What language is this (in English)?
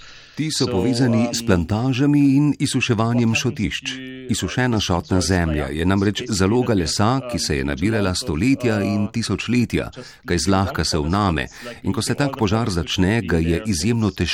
Slovenian